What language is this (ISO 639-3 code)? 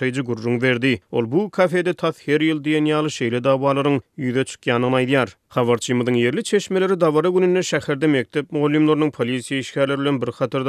tuk